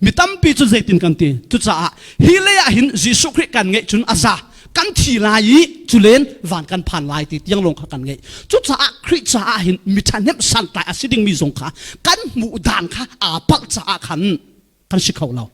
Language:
Falam Chin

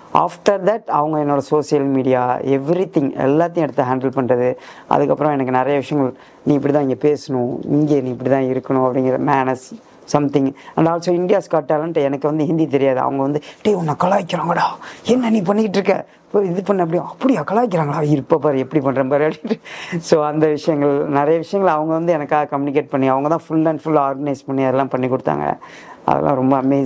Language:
Tamil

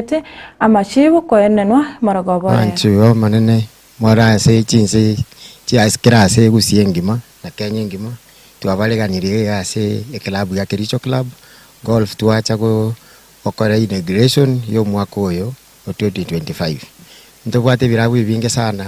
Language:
Gusii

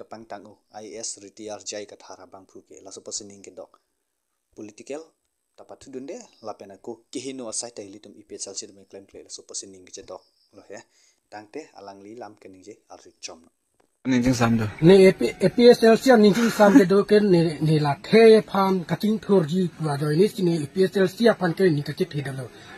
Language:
Karbi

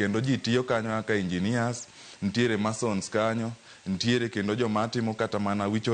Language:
Luo (Kenya and Tanzania)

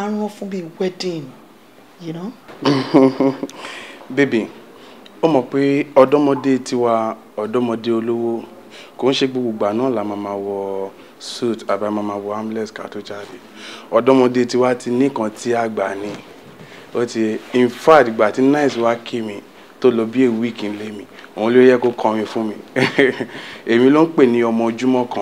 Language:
Yoruba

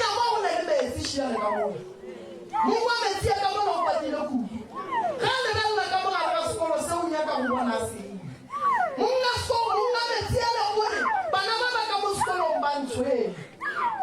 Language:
Northern Sotho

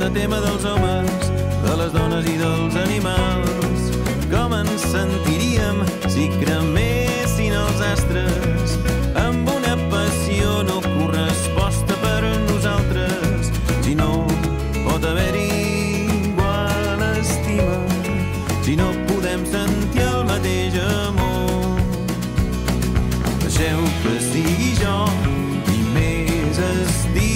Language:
Catalan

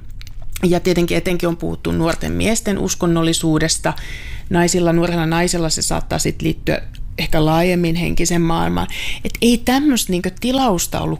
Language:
Finnish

